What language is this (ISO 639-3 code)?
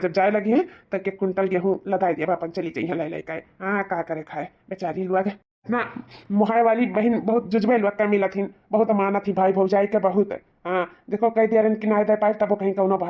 awa